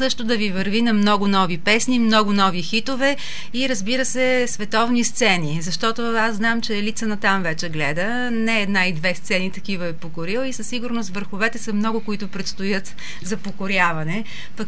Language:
Bulgarian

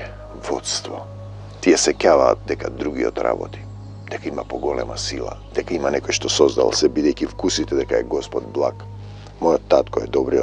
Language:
Macedonian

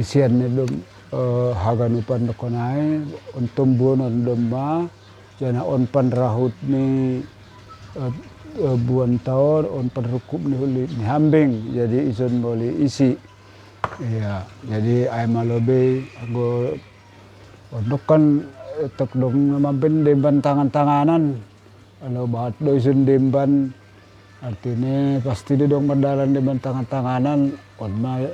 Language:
Batak Simalungun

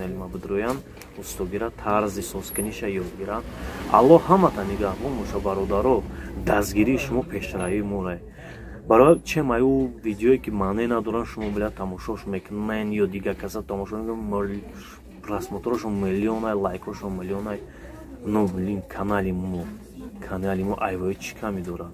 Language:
Tajik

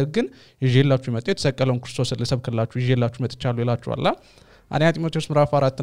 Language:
Amharic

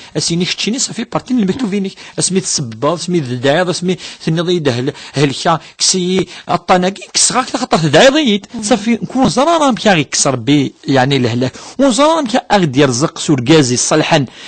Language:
Kabyle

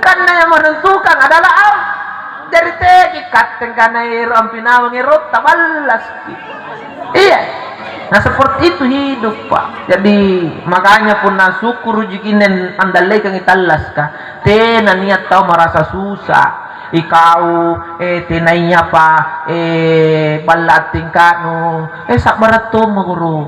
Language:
Makasar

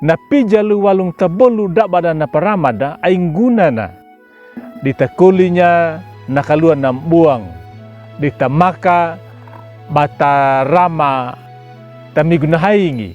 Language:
Anakalangu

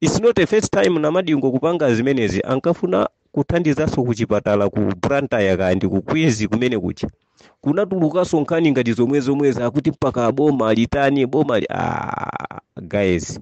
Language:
Nyanja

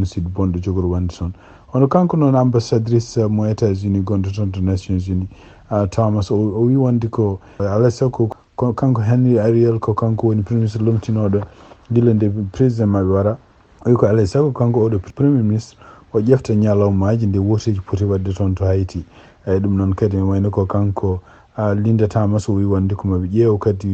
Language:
Fula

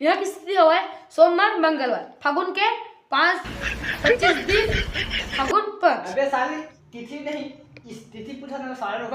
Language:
Chhattisgarhi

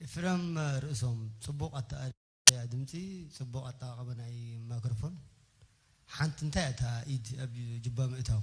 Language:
Tigrinya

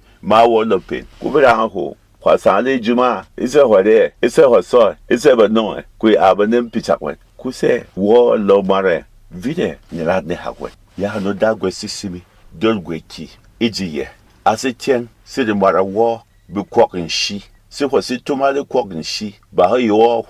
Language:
Berom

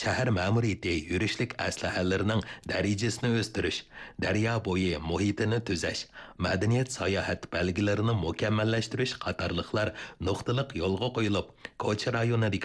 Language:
Uyghur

